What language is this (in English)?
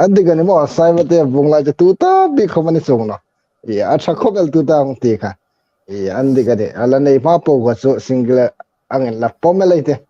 Hmar